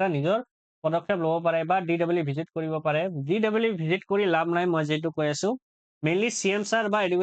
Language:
Assamese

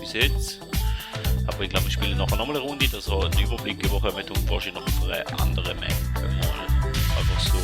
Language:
Swiss German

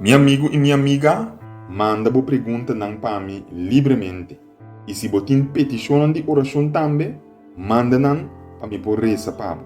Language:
Papiamento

